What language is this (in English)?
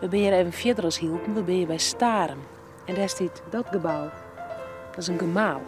Western Frisian